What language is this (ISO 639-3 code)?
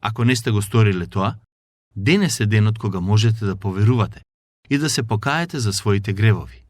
mkd